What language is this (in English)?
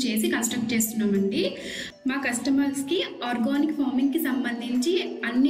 Telugu